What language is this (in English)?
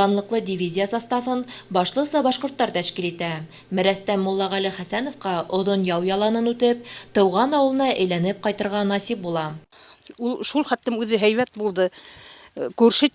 Bashkir